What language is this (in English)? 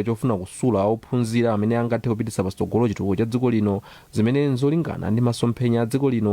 Nyanja